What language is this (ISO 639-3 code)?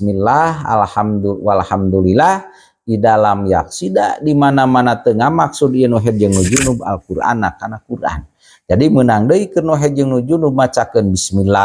sun